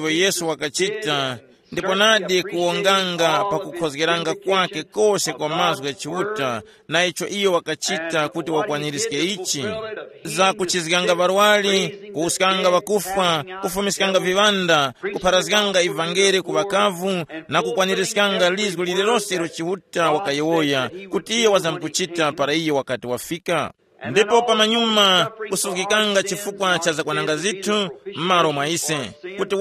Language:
Tumbuka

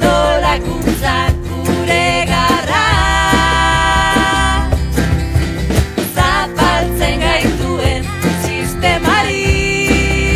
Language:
Basque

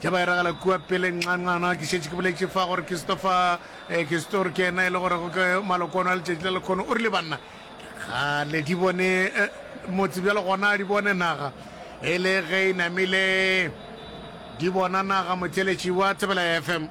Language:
Northern Sotho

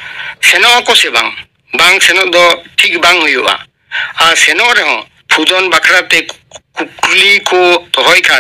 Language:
Santali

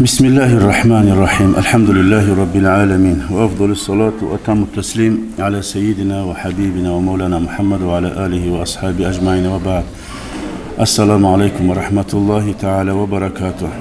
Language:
Kumyk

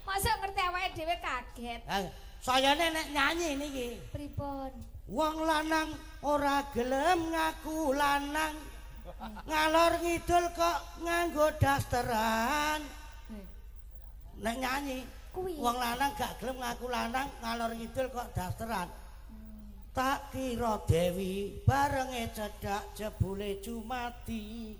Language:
Javanese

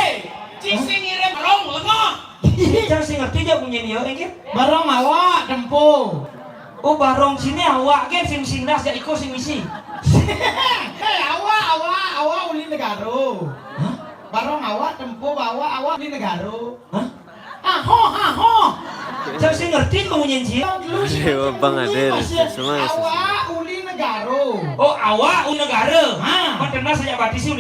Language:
Balinese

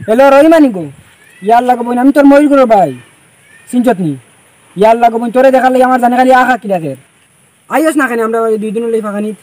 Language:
Sylheti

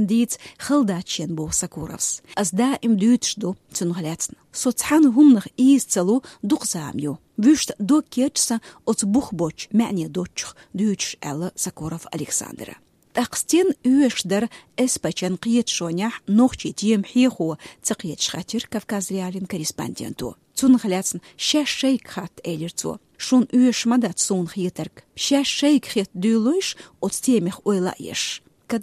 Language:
Chechen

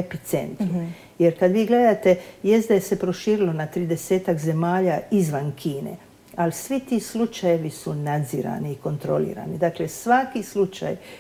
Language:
Croatian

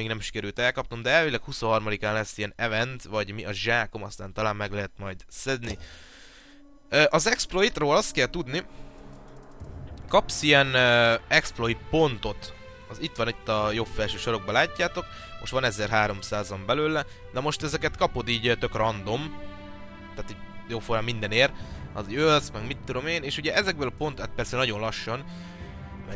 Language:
Hungarian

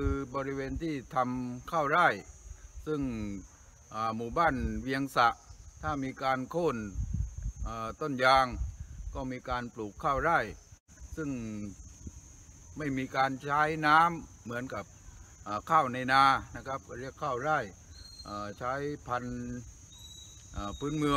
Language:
Thai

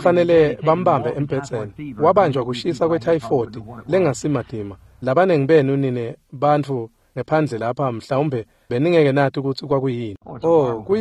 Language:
Swati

